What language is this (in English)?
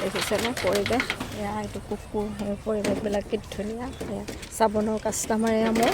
Assamese